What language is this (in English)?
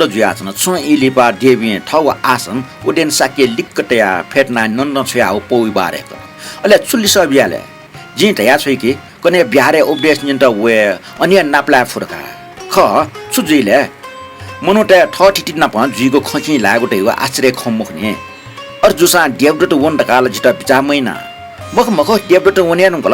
Newari